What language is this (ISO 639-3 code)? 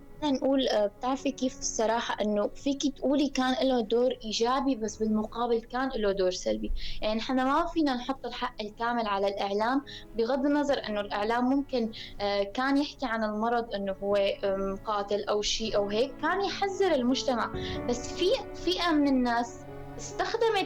apc